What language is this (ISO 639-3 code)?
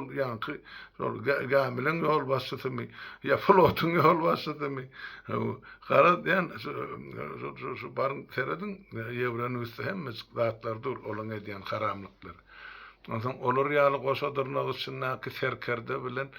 tuk